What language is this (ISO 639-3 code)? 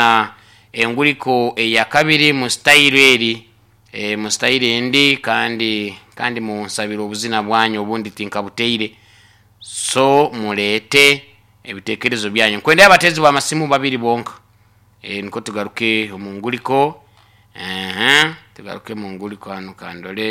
nyo